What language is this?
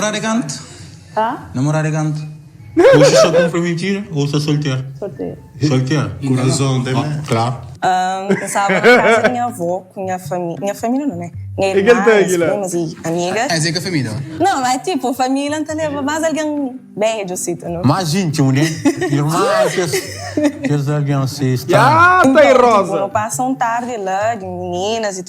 Kabuverdianu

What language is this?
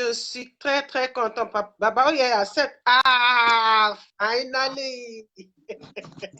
Yoruba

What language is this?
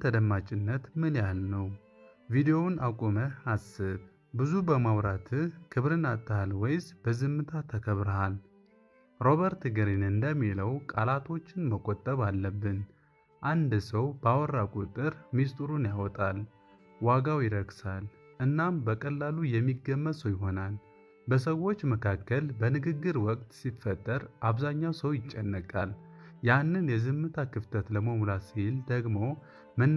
Amharic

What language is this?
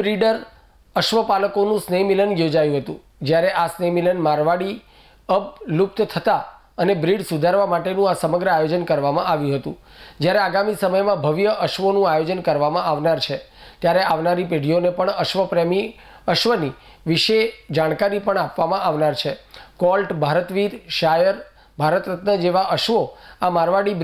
Gujarati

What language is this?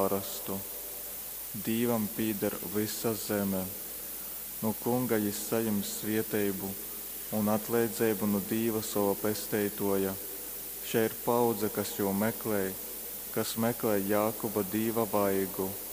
Latgalian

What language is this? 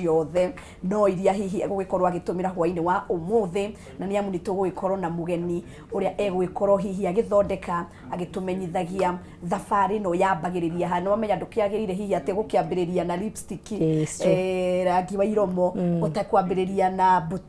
Kikuyu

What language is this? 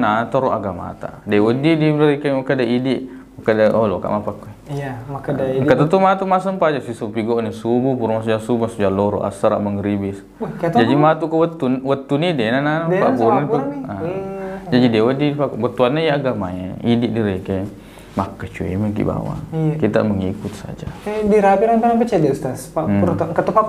Buginese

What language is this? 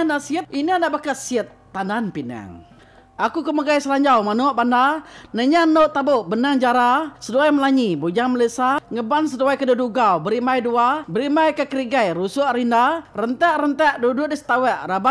Iban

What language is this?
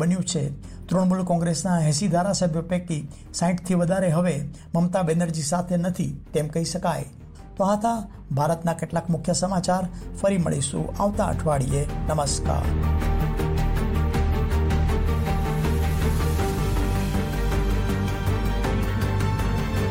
Gujarati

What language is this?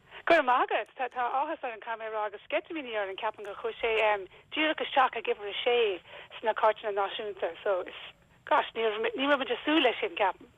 Irish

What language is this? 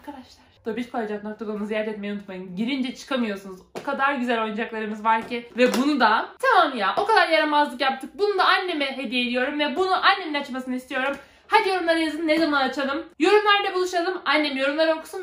Turkish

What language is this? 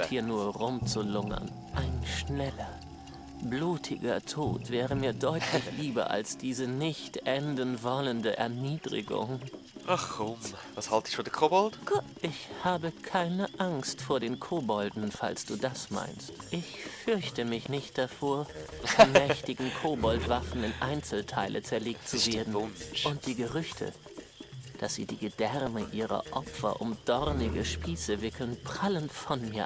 Swiss German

